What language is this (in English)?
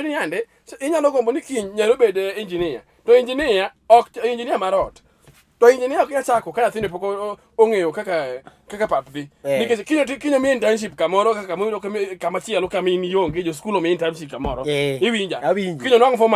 Luo (Kenya and Tanzania)